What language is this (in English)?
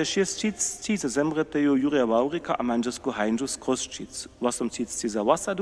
Upper Sorbian